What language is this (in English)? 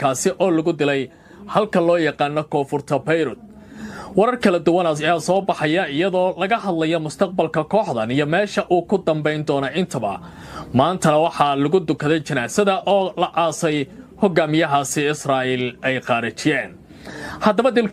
Somali